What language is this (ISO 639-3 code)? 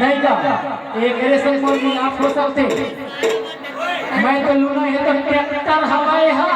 hne